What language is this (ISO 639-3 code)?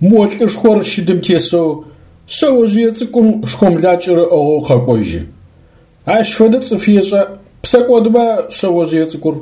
ady